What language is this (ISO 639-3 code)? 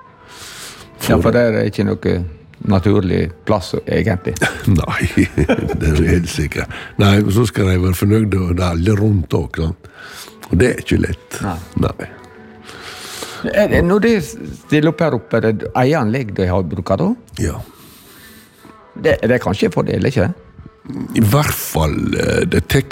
nor